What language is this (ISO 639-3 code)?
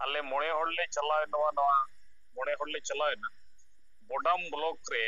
sat